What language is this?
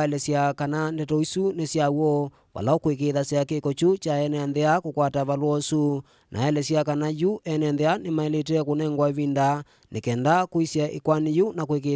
Kamba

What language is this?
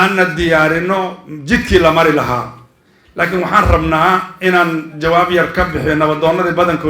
Somali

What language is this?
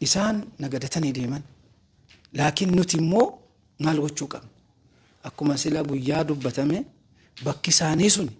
Oromo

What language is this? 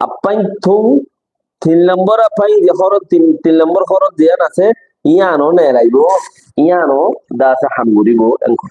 Rohingya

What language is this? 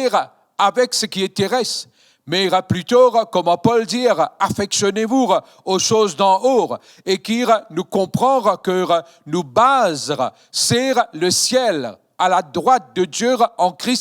Morisyen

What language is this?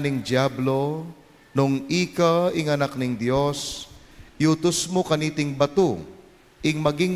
Pampanga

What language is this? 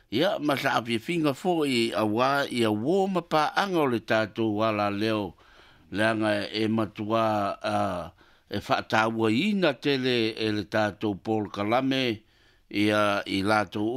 Samoan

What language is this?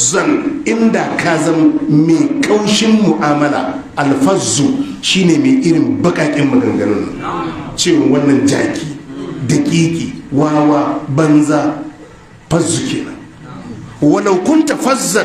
Hausa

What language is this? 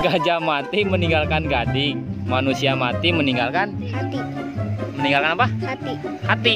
Betawi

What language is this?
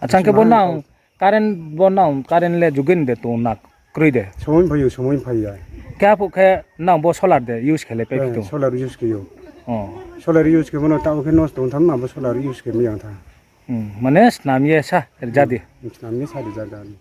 Riang (India)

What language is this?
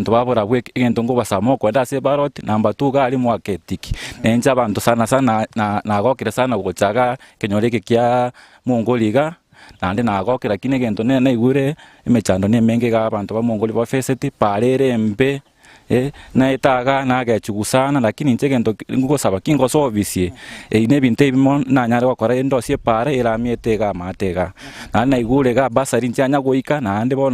Gusii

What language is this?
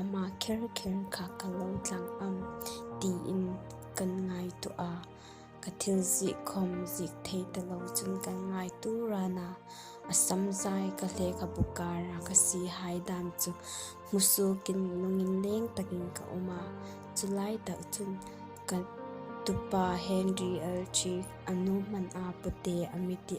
Hmar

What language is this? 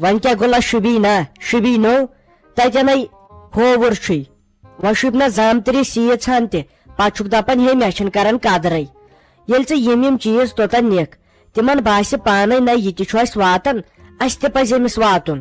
Kashmiri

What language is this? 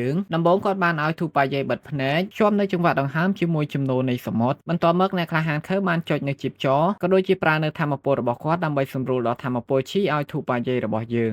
Khmer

